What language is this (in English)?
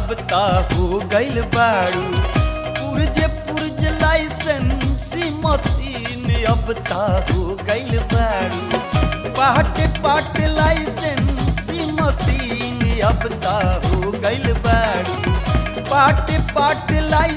Bhojpuri